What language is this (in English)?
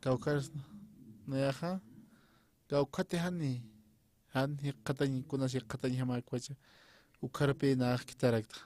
Aymara